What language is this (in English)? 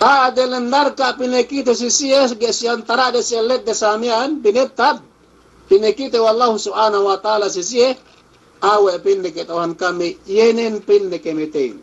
Yakan